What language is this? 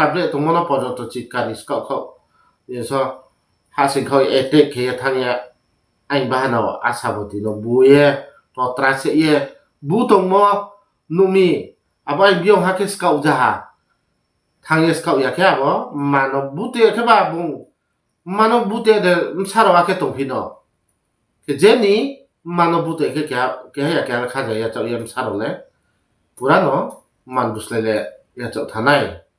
Riang (India)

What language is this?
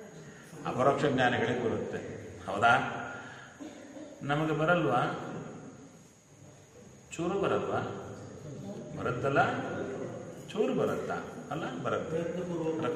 Kannada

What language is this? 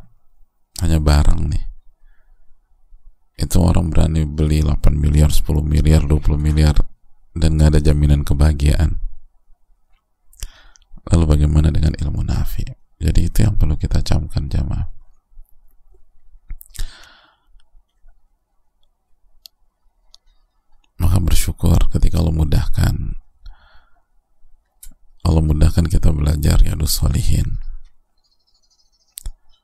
Indonesian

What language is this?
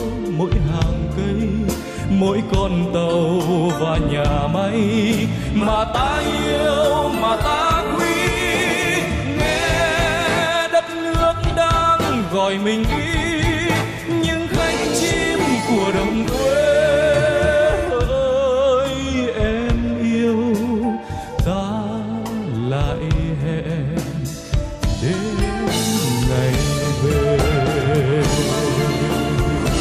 Vietnamese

